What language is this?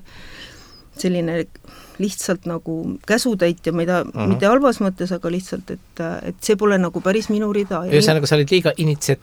Estonian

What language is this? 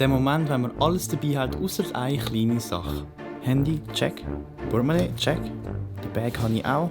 Swiss German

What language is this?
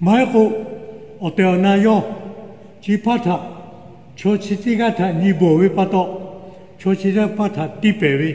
Lahu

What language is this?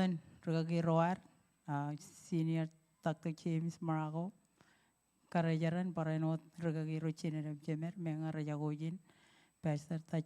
Marshallese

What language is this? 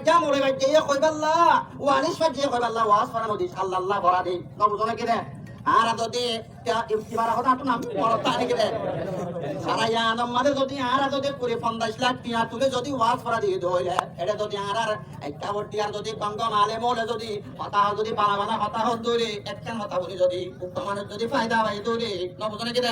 Rohingya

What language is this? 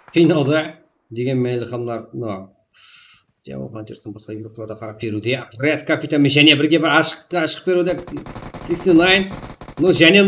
Kara-Kalpak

